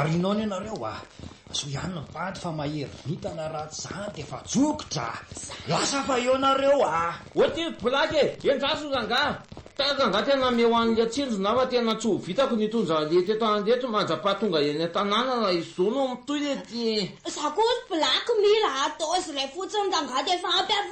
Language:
Malagasy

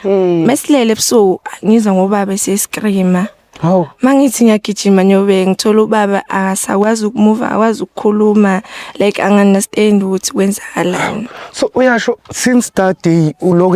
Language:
Zulu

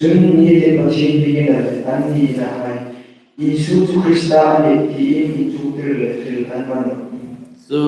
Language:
Hmar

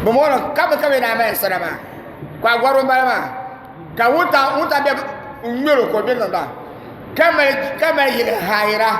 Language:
Dagbani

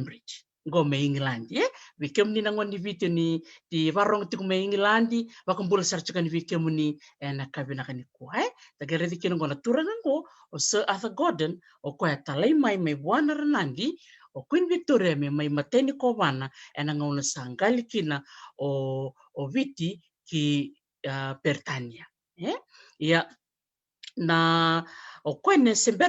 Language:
Fijian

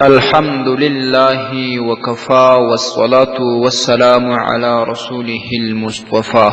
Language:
Pashto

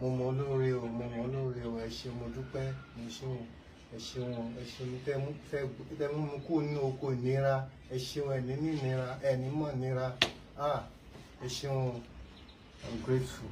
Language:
Yoruba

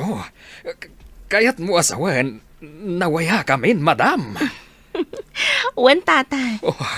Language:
Iloko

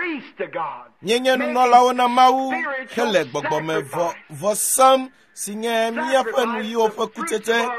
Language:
Ewe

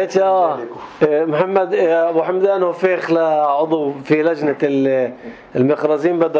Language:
North Levantine Arabic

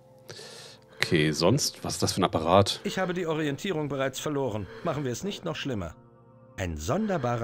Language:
German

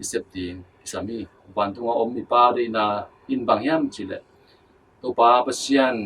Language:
Tedim Chin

